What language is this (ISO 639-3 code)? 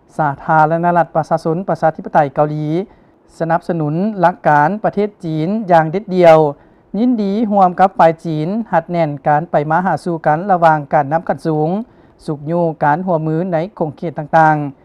lao